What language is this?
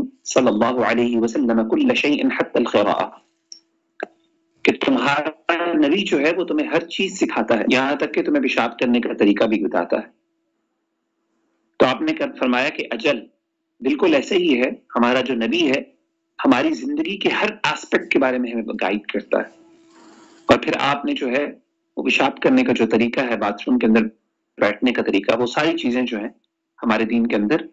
Urdu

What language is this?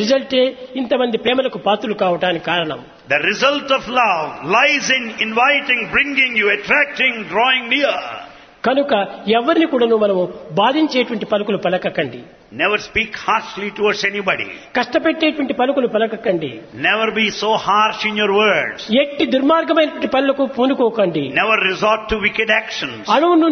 Telugu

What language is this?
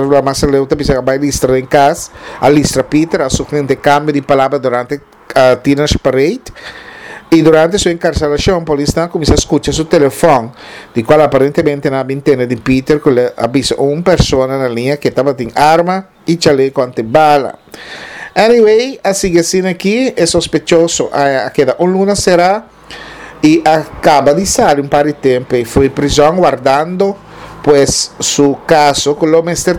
Papiamento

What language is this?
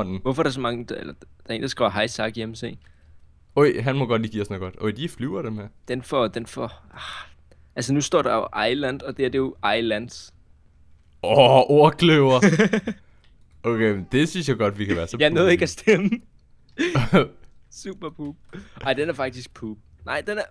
Danish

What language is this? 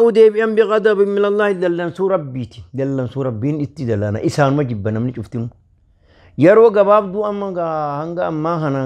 Oromo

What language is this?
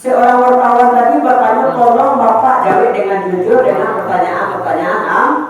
Minangkabau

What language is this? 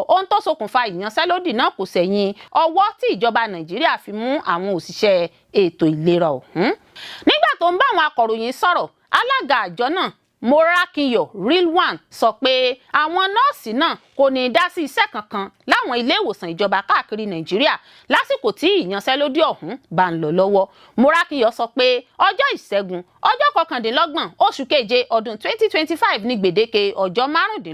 Yoruba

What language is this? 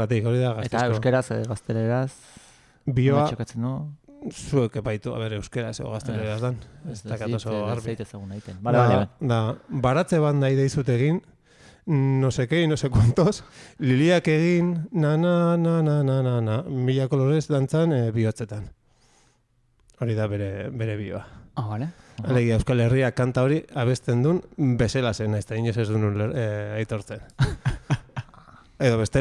Basque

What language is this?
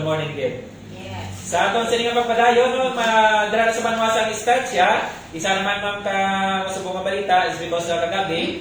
Hiligaynon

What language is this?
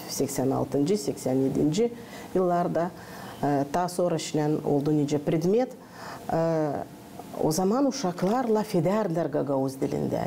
Gagauz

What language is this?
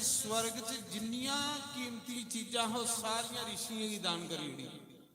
Dogri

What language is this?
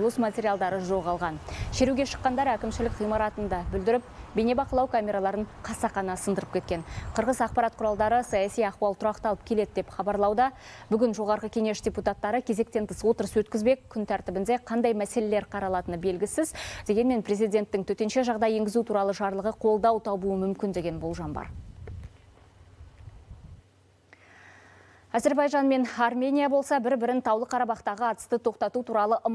Kazakh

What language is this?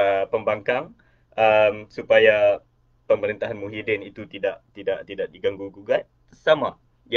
Malay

